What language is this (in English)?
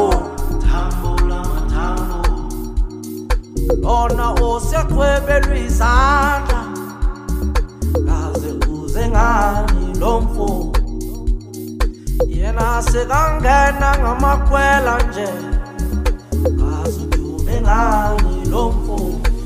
Zulu